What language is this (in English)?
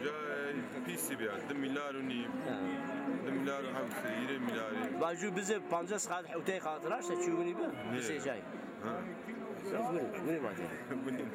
Zaza